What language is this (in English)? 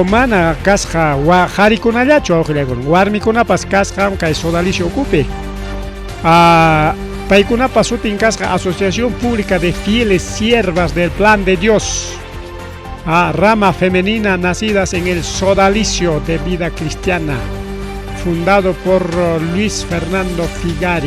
Ayacucho Quechua